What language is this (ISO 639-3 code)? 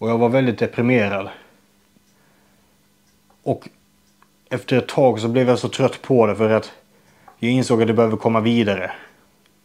swe